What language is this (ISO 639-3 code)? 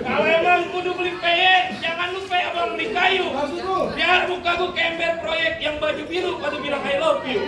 bew